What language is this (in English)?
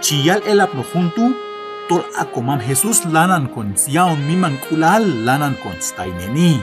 Q'anjob'al